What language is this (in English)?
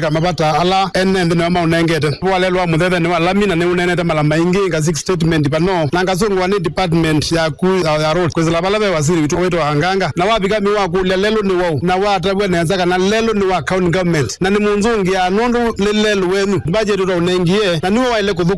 Kamba